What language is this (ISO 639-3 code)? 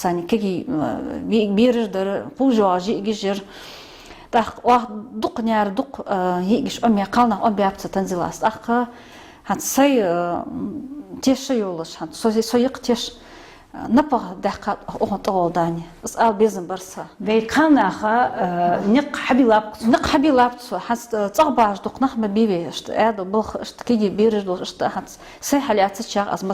inh